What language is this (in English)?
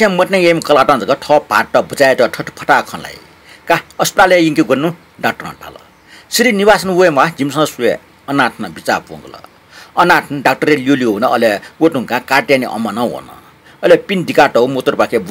Newari